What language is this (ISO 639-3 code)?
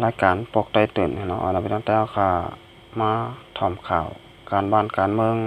shn